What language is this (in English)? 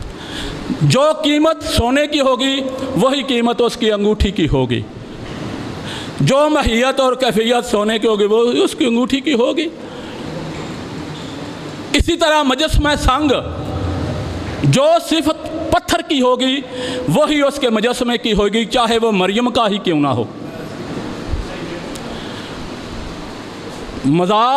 Urdu